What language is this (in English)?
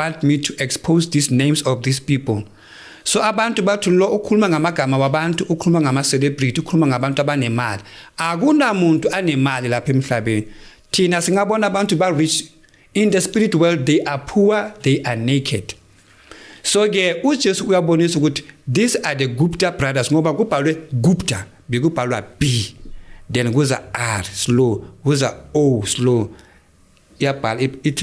Zulu